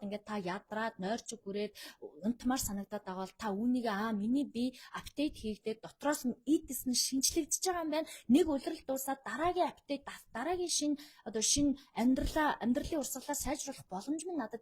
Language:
Mongolian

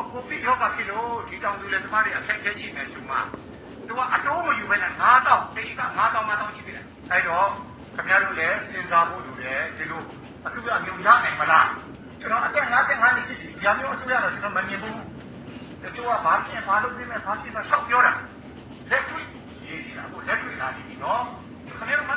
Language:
Burmese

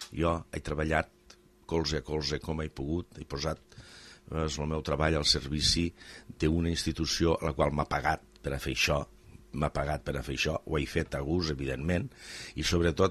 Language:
Catalan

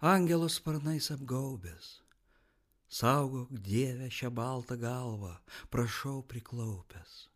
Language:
Lithuanian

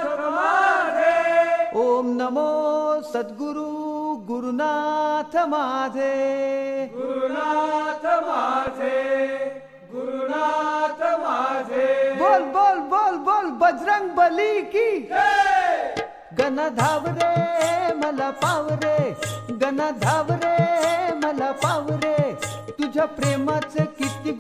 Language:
Marathi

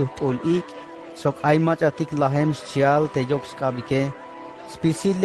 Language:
Tzeltal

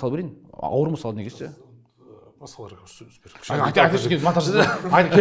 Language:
Kazakh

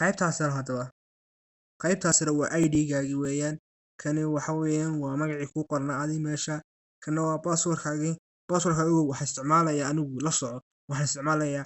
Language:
Somali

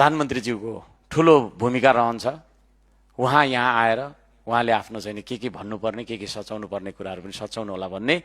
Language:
Nepali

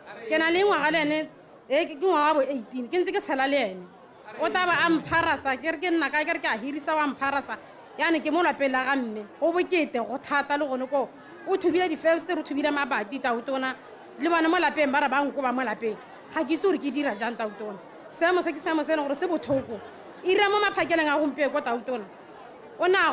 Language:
Tswana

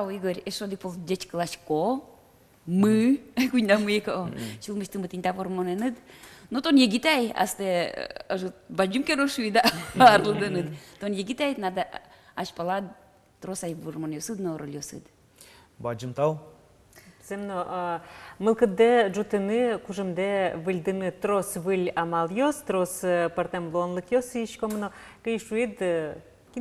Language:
Udmurt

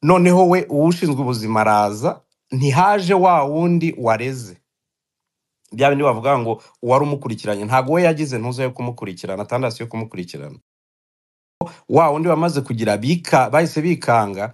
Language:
Kinyarwanda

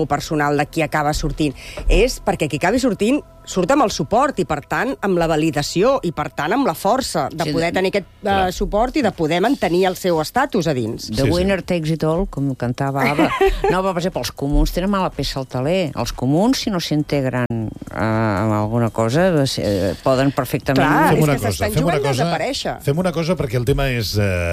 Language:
Catalan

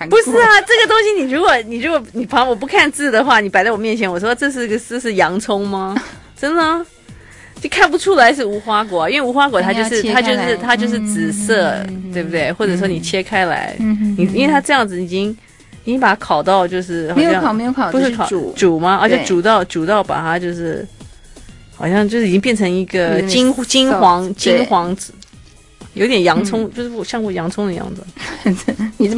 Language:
Chinese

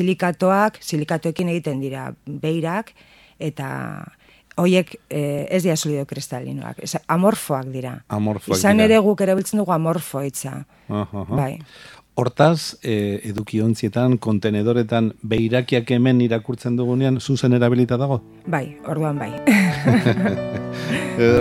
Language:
Basque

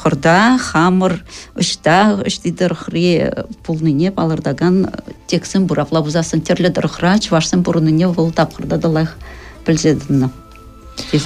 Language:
Chuvash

